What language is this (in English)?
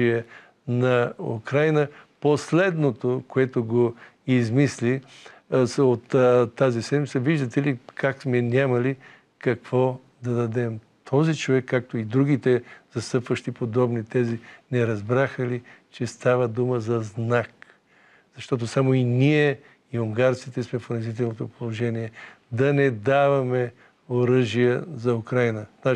Bulgarian